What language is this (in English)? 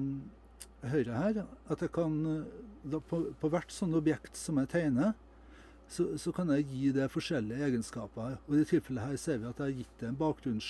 Norwegian